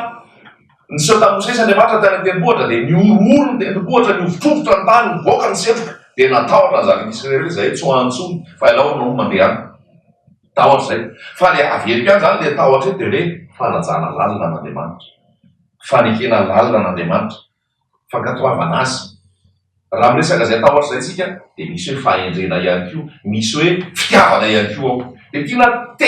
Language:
Malagasy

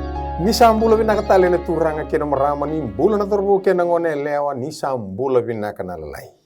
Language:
Fijian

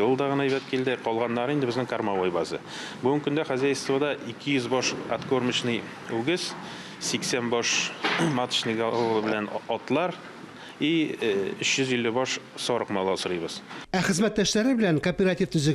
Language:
Tatar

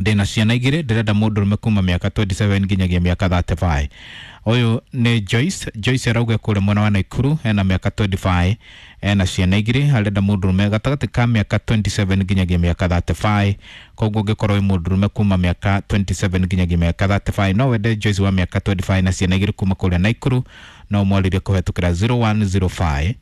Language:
Kikuyu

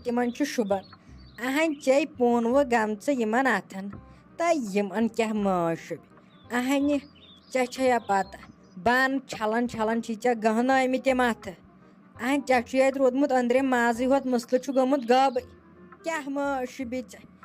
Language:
Kashmiri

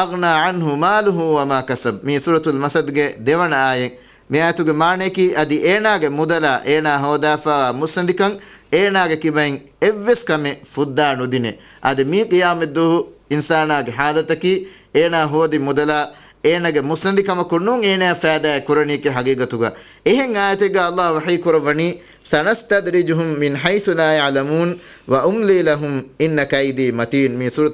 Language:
Divehi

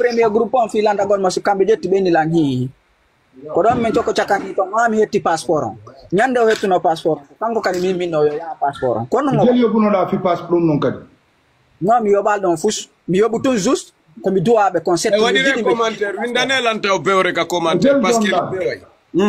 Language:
Fula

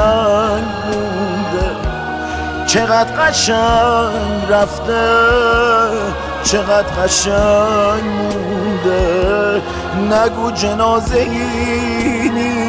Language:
Persian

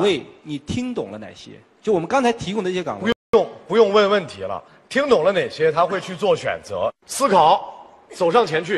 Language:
Chinese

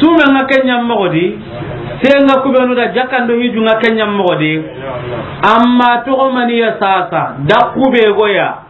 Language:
Soninke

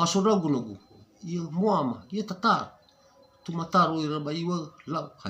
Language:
Nias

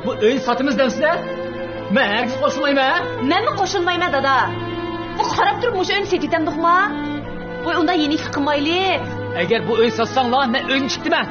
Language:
Uyghur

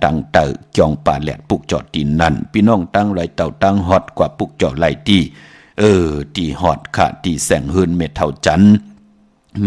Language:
Shan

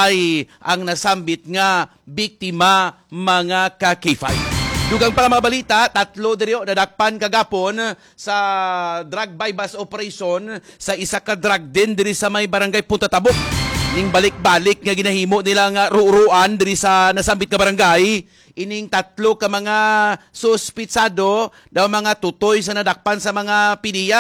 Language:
Hiligaynon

